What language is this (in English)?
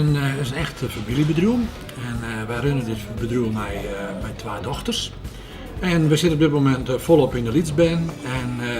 Western Frisian